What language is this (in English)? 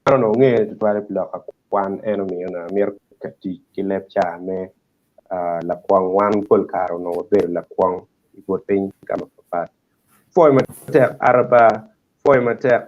Acoli